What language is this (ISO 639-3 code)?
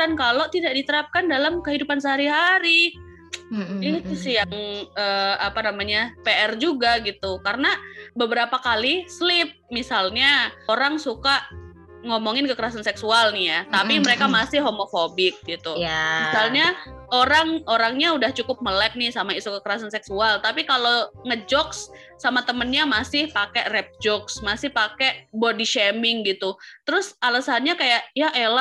ind